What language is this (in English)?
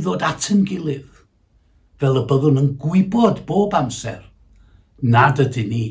Welsh